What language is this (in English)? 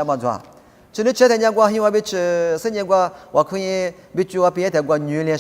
Lisu